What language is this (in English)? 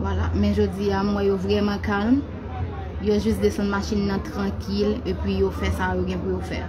Haitian Creole